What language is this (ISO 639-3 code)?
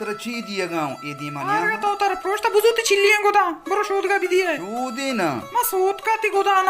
bal